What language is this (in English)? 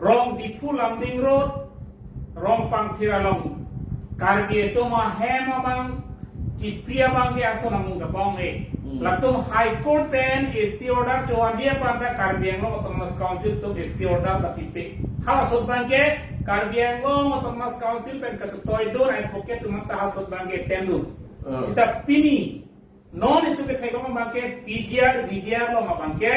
Karbi